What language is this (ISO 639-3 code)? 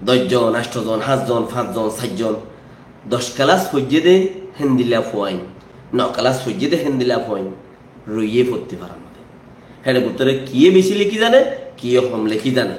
rhg